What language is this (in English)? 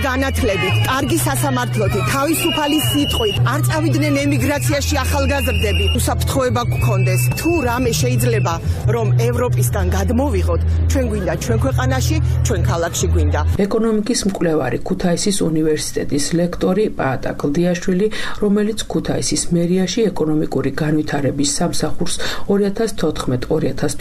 Georgian